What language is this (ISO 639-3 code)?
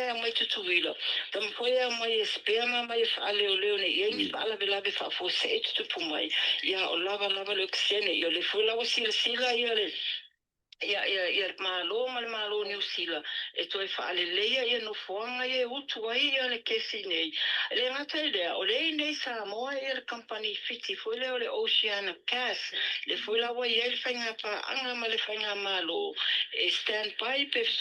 smo